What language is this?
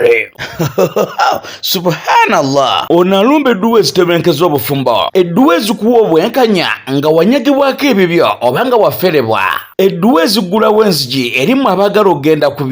Ganda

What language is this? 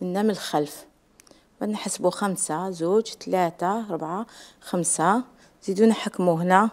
Algerian Arabic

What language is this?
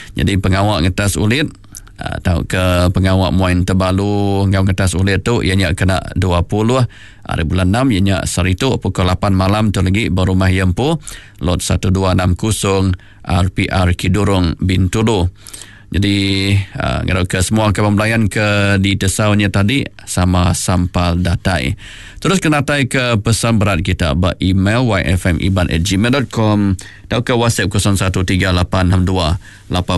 Iban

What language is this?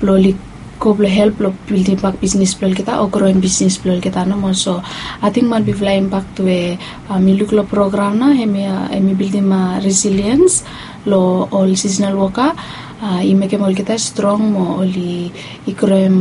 Bislama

